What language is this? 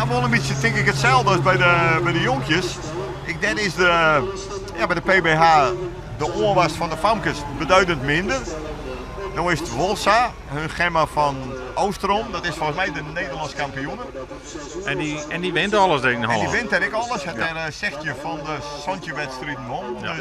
Western Frisian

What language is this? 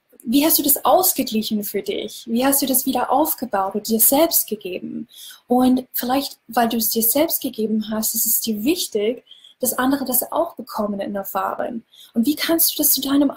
German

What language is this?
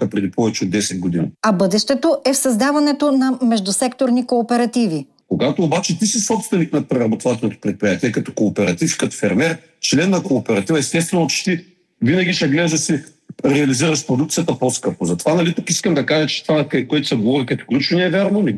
Bulgarian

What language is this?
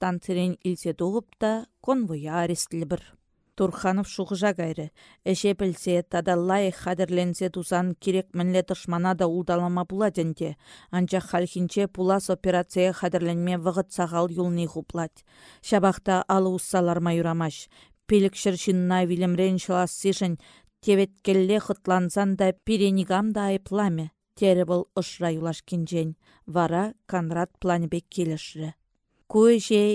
Chuvash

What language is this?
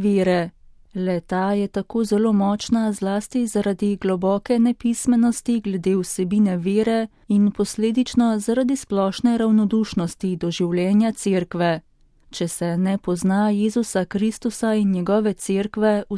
Slovenian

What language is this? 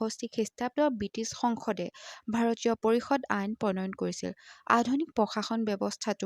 Assamese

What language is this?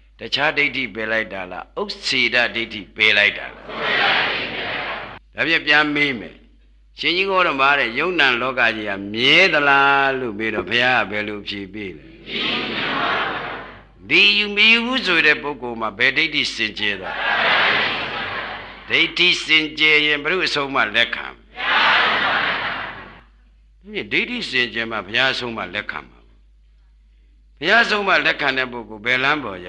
Burmese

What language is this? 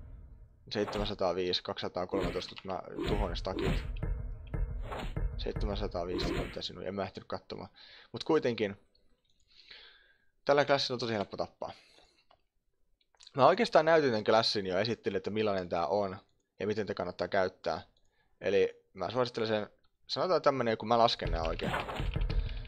Finnish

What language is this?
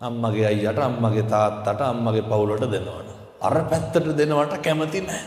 Sinhala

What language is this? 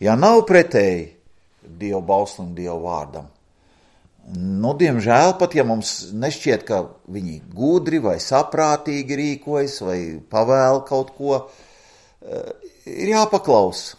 Latvian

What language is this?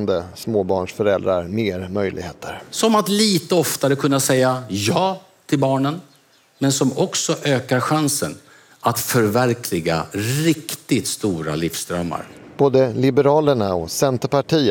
Swedish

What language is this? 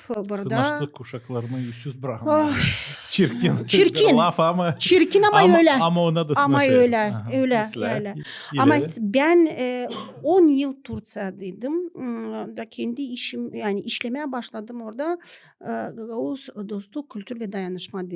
Gagauz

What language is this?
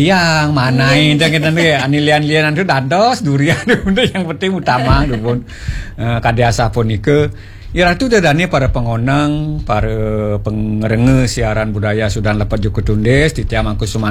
Balinese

